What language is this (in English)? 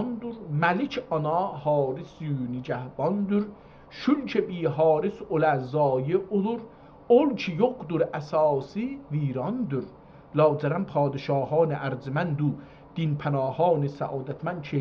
South Azerbaijani